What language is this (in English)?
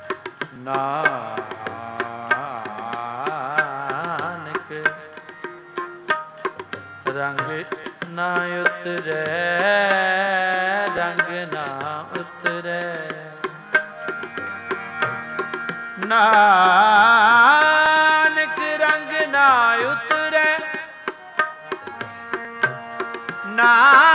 Punjabi